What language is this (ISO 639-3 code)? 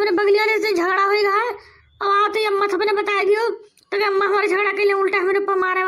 awa